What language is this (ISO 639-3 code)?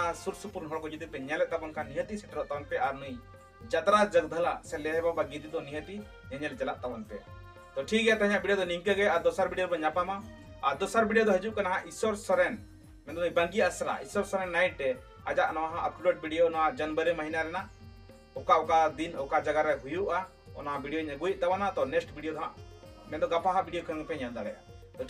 sat